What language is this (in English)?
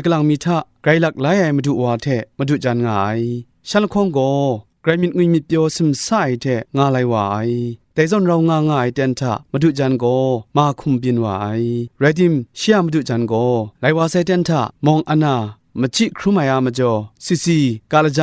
Kachin